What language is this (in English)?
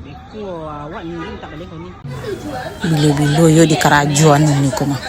Minangkabau